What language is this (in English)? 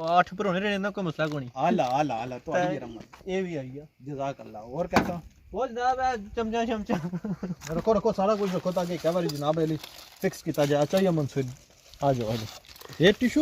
Pahari-Potwari